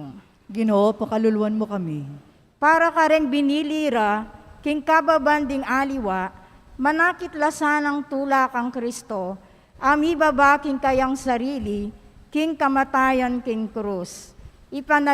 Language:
Pampanga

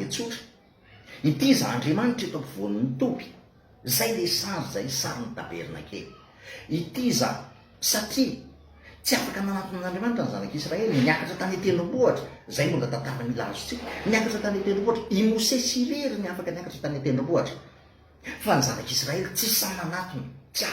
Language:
Malagasy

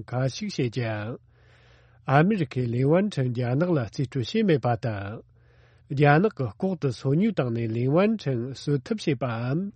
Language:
Tibetan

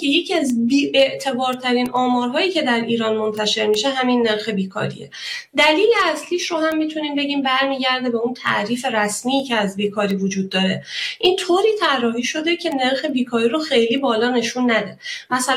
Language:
Persian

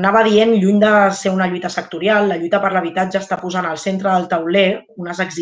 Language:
Catalan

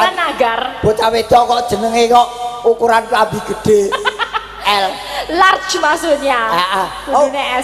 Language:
Javanese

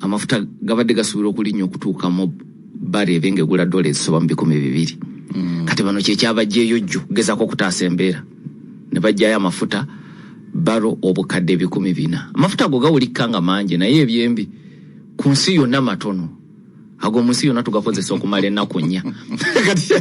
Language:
Ganda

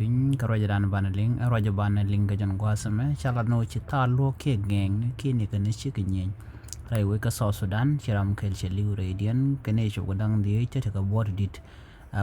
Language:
Nuer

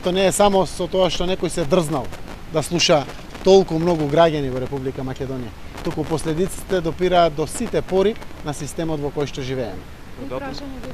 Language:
Macedonian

